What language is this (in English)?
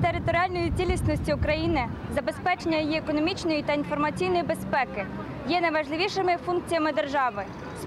Ukrainian